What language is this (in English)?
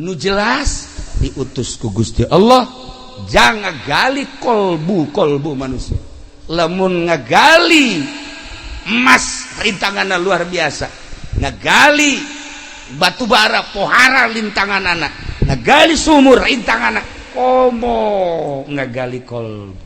Sundanese